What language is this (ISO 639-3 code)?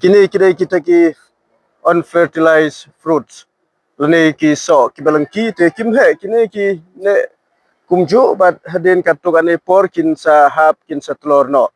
kha